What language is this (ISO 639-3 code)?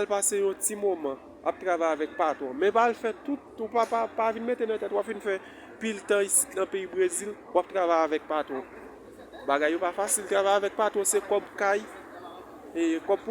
hat